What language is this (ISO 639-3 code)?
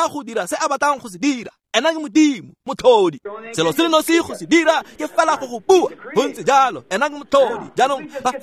tsn